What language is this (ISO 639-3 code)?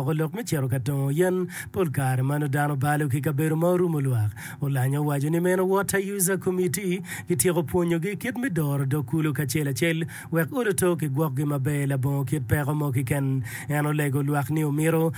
ach